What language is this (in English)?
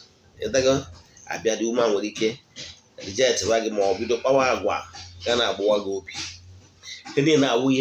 Igbo